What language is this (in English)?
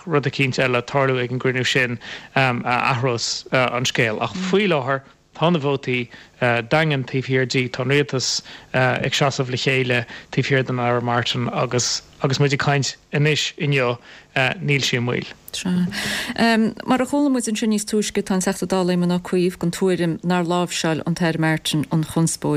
Irish